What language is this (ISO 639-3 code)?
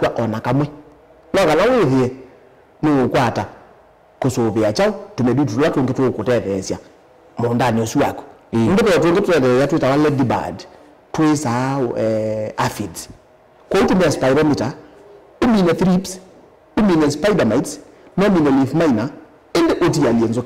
kam